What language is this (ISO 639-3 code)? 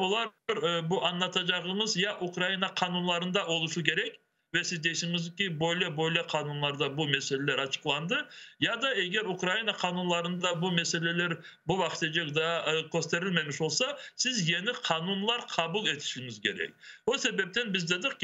crh